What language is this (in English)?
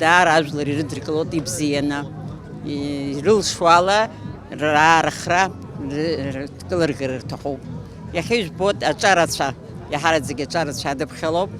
Abkhazian